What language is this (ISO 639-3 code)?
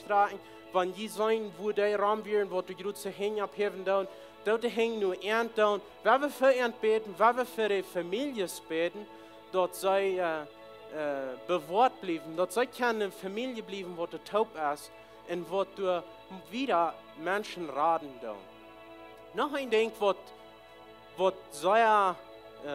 pdt